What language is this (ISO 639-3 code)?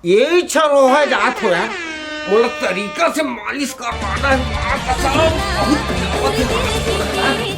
hne